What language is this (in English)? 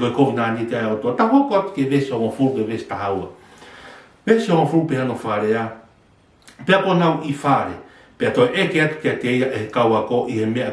Tongan